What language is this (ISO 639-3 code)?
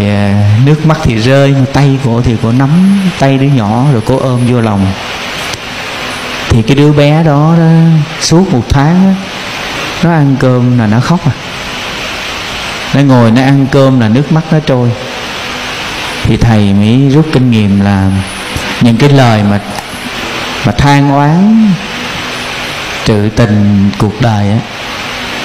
vie